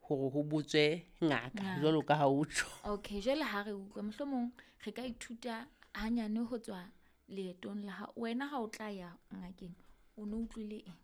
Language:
Southern Sotho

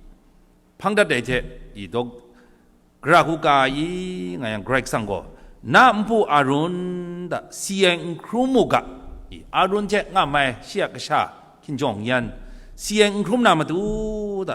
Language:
Kachin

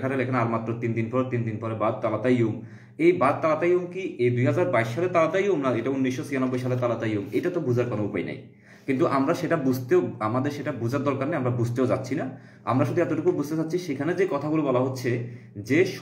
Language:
Bangla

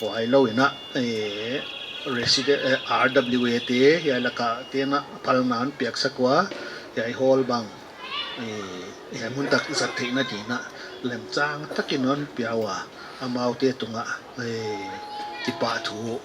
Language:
Paite Chin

